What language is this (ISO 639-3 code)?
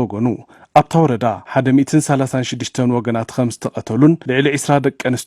tir